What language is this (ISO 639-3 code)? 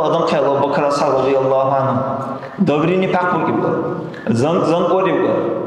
dar